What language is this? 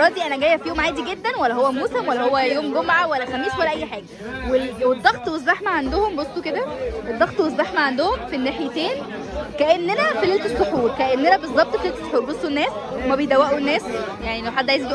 Egyptian Arabic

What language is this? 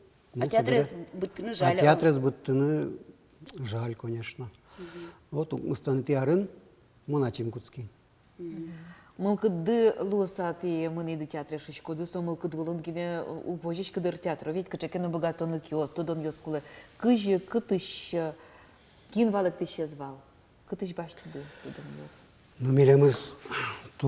Udmurt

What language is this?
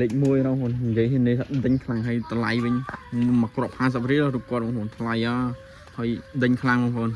Khmer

